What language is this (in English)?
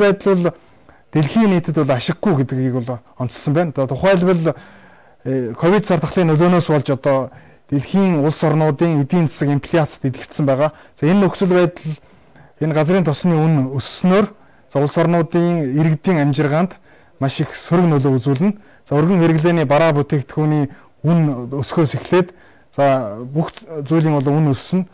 Mongolian